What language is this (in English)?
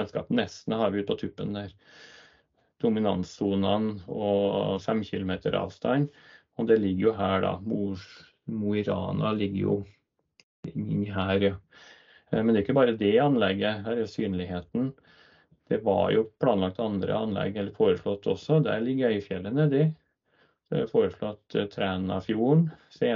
Norwegian